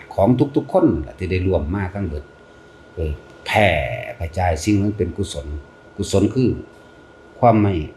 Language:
Northeastern Thai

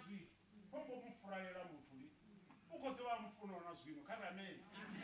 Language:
Venda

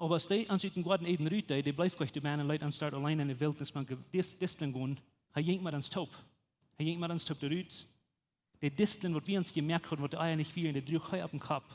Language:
Plautdietsch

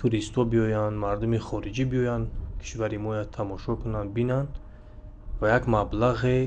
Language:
Tajik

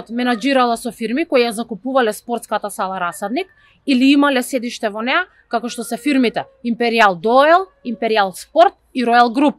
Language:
Macedonian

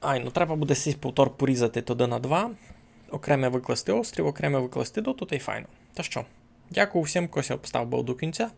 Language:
Rusyn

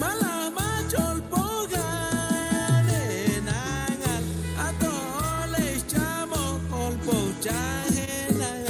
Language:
Chuj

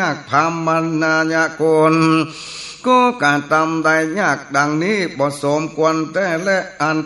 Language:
Northern Thai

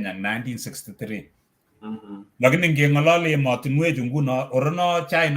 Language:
Kalenjin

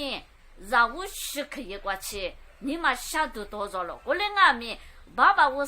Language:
Lisu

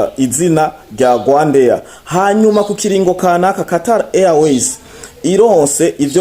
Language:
Rundi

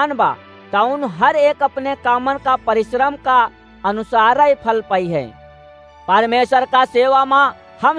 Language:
Awadhi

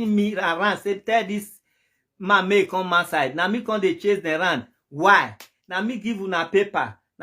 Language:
Nigerian Pidgin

